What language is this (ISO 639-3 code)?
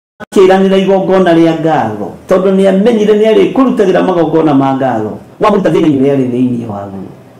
kik